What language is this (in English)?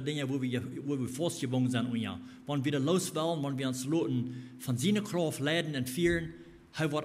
Plautdietsch